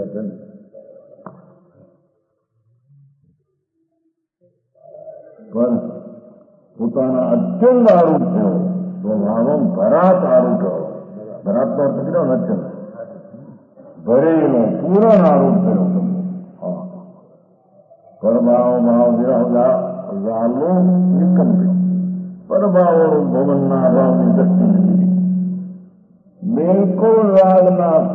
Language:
Gujarati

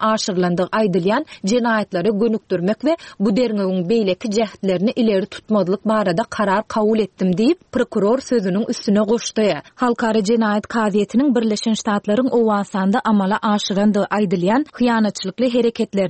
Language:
Turkmen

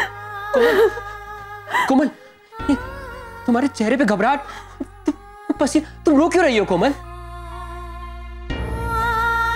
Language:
Hindi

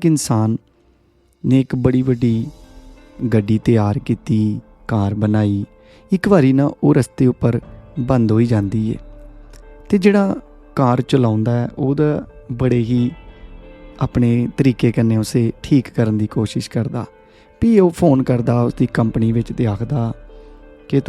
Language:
Dogri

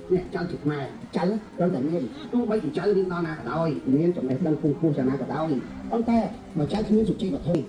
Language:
Khmer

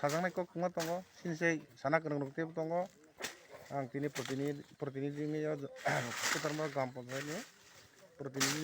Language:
Kok Borok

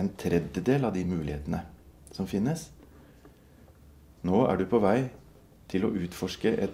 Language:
Norwegian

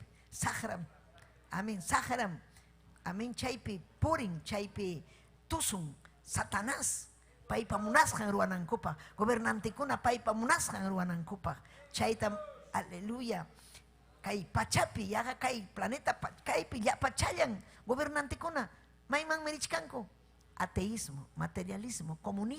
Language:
Ayacucho Quechua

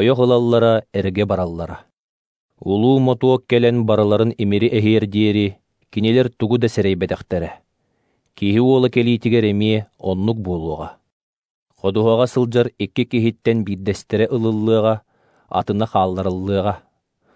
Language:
Yakut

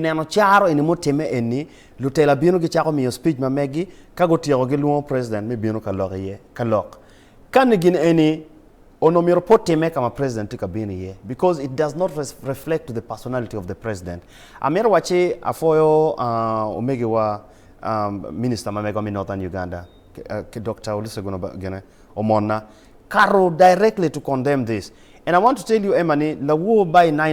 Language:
Acoli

